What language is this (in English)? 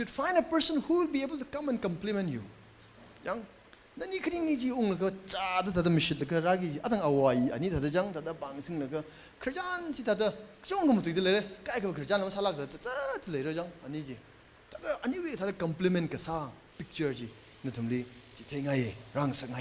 Tangkhul Naga (India)